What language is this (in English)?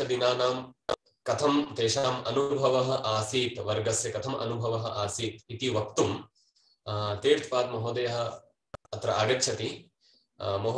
Sanskrit